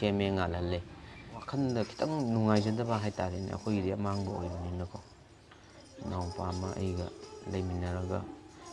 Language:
Manipuri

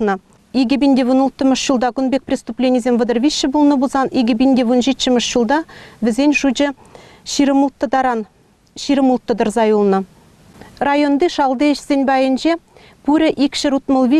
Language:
Chuvash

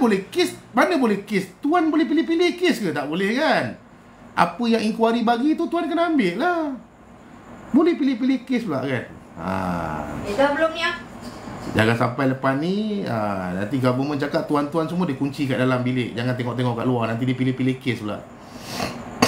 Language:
Malay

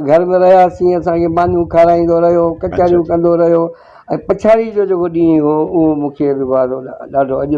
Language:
Sindhi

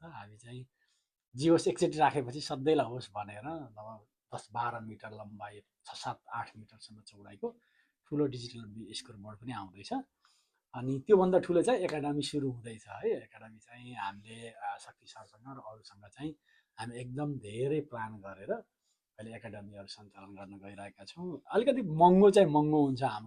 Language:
Nepali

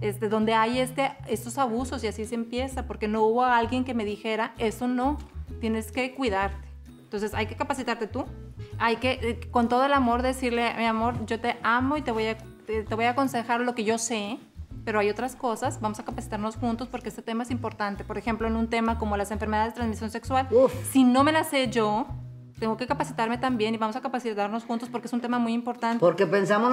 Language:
Spanish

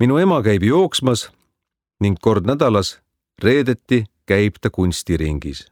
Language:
Estonian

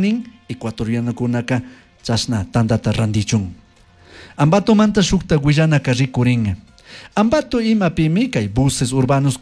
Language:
Chimborazo Highland Quichua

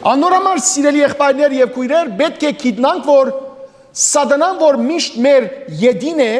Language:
Western Armenian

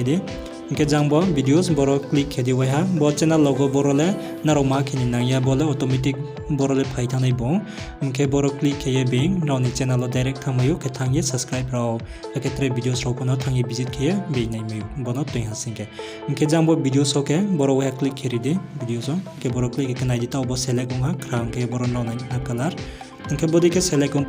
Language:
Riang (India)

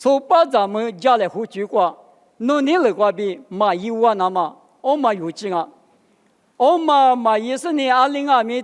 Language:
Lisu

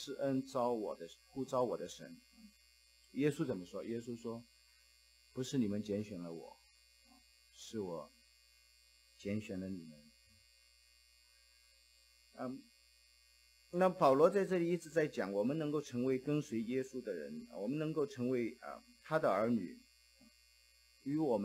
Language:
Chinese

